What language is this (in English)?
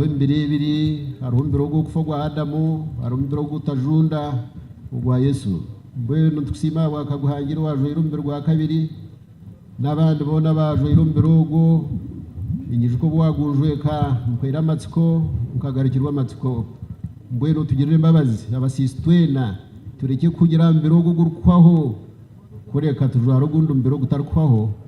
Nyankole